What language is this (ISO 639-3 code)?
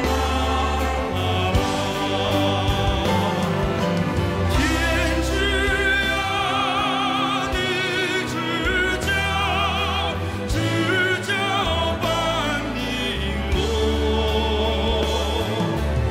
zho